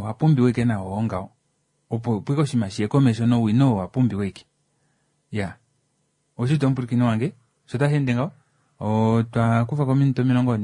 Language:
Kuanyama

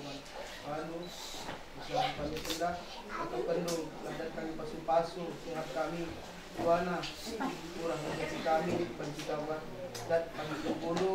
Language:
Batak Karo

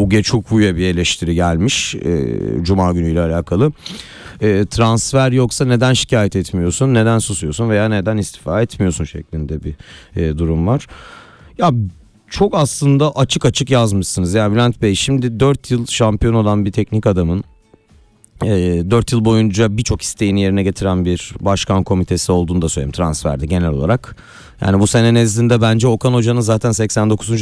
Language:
Turkish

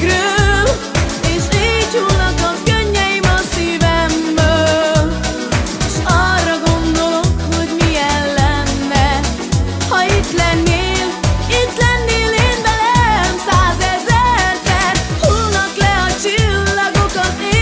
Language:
Hungarian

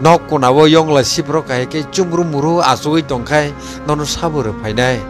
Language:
Kok Borok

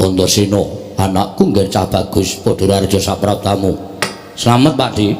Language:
Javanese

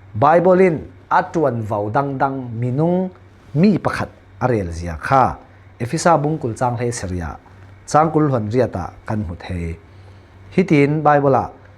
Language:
Falam Chin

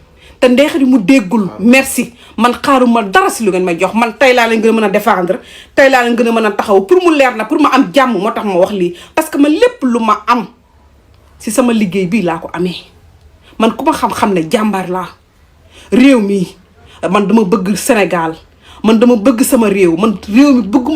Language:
Wolof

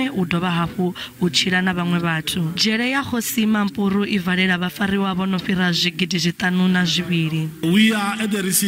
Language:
Venda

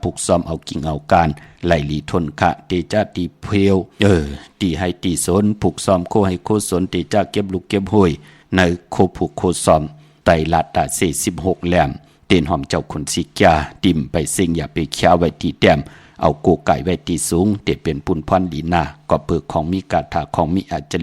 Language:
Shan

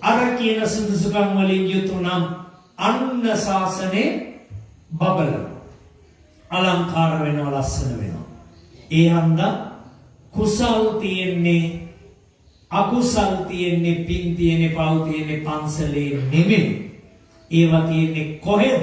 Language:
Sinhala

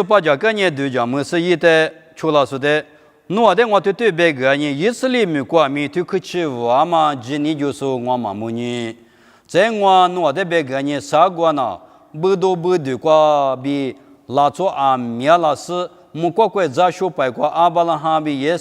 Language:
Lisu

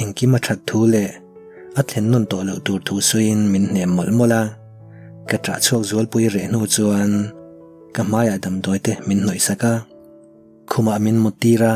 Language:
Mizo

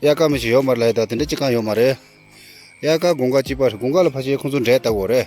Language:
Tibetan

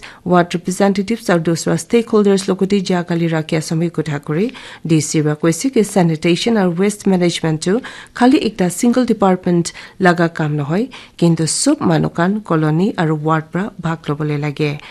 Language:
Naga Pidgin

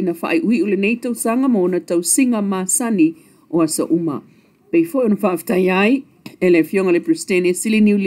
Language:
Samoan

